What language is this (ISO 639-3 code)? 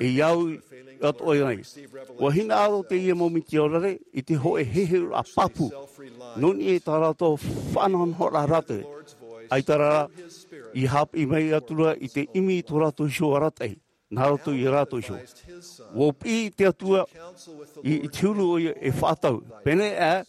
tah